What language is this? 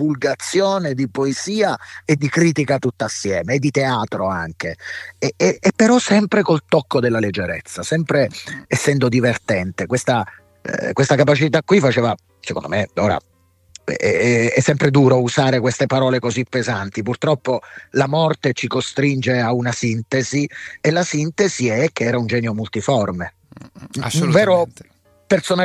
Italian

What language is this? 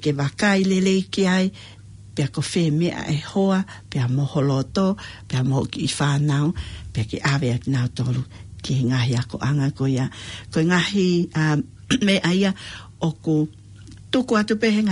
Tongan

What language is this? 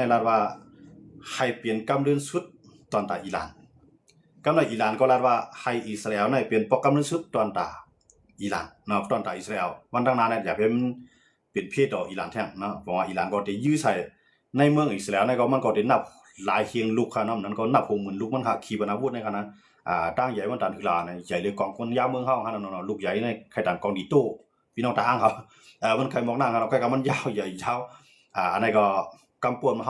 Shan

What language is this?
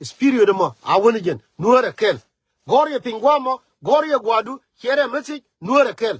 Nuer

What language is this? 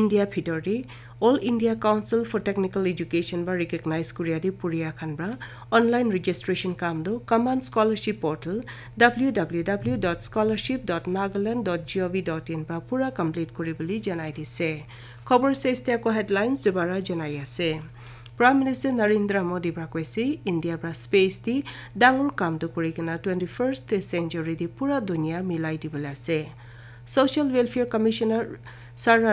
Naga Pidgin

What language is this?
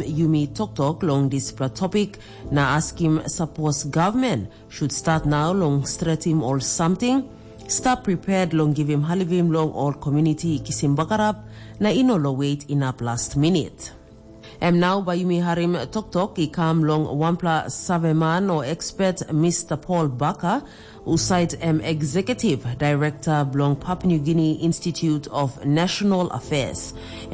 Tok Pisin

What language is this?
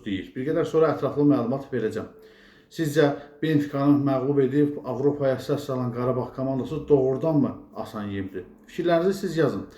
Azerbaijani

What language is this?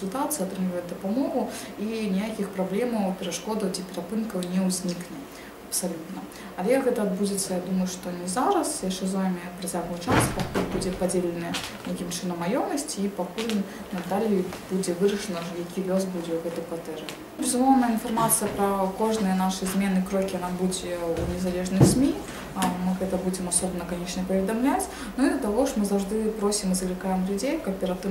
Belarusian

